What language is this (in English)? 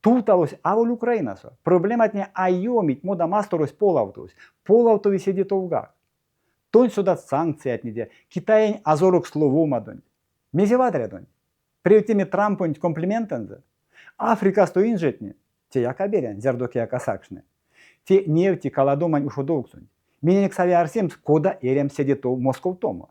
Erzya